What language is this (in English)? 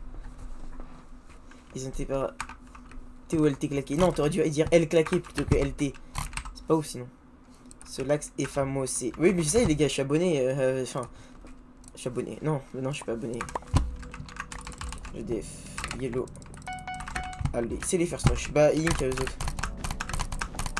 French